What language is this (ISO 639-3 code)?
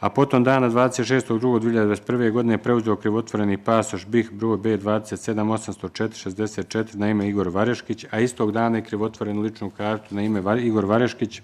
bos